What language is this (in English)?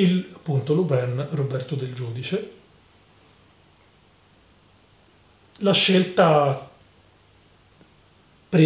Italian